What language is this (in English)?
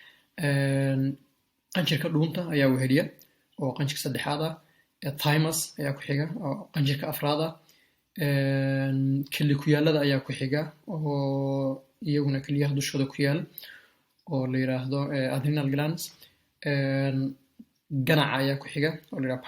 Somali